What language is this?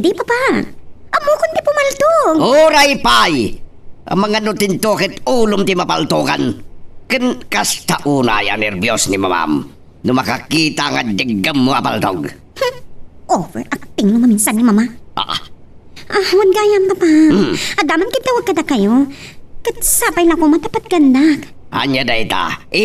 Iloko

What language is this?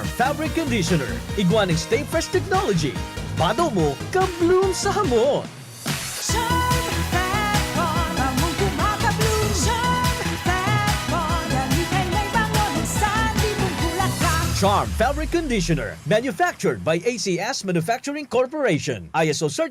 Bikol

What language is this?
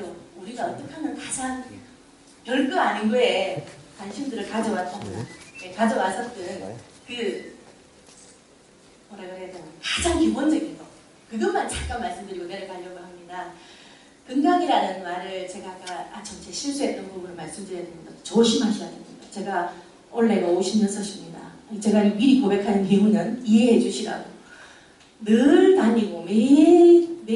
Korean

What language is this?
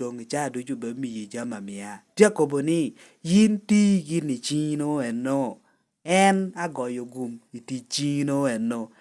Lango (Uganda)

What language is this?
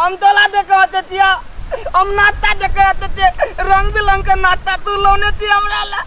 Maithili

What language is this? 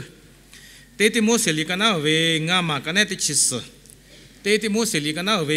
Lahu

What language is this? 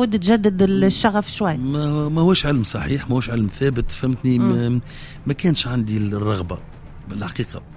Tunisian Arabic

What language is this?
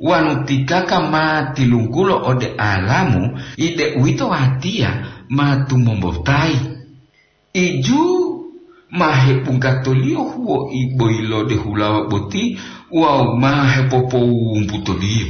Gorontalo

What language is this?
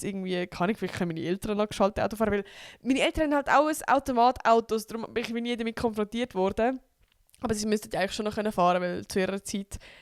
Swiss German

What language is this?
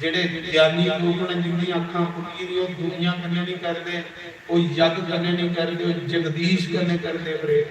Dogri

